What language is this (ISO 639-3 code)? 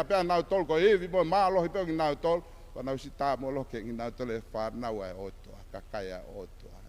ton